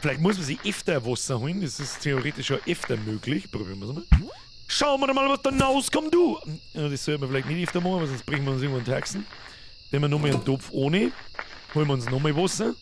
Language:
Bavarian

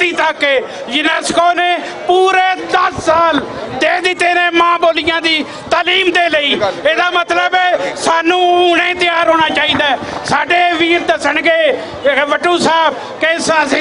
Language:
Western Panjabi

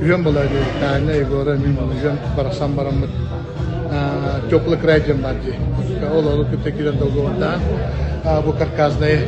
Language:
Yakut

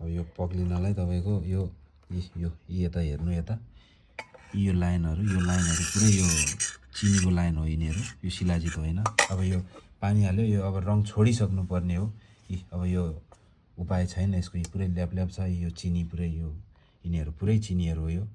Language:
Nepali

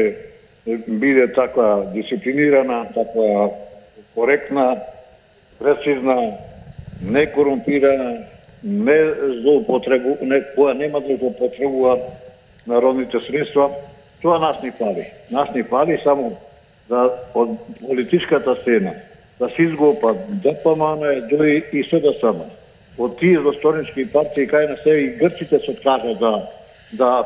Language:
Macedonian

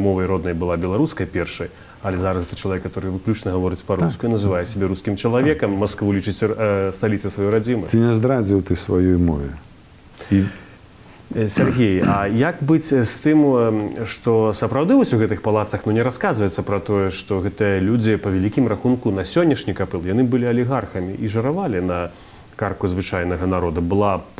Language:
Belarusian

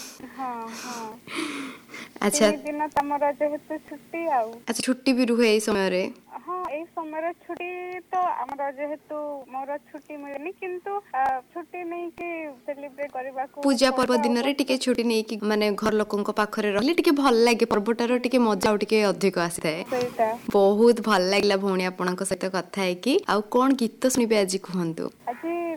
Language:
Odia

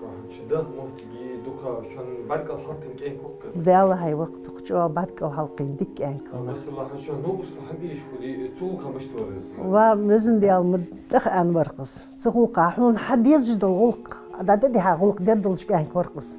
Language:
Ingush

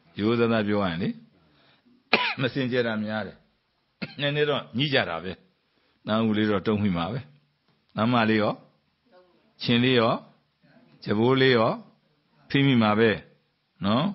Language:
Burmese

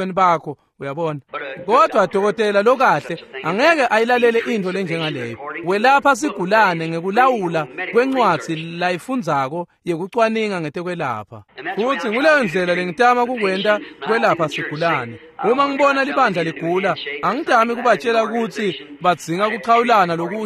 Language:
Swati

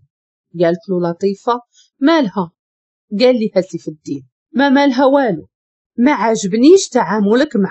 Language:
Moroccan Arabic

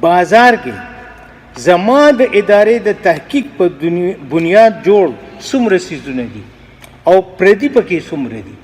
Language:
Pashto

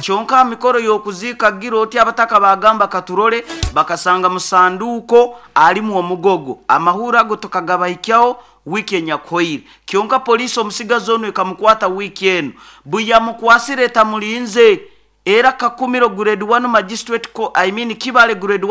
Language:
Nyoro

